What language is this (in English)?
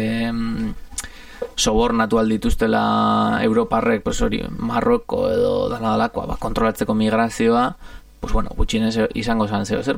Basque